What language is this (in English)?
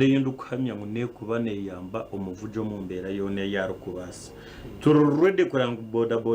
Nyankole